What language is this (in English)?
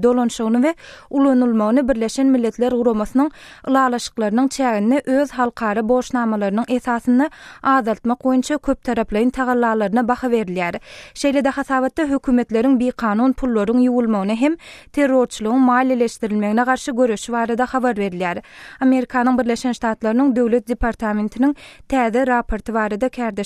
Turkmen